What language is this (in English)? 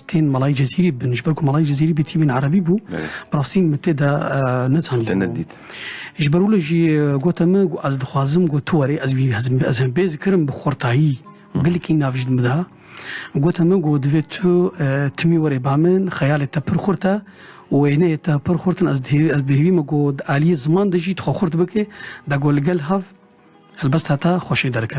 Kurdish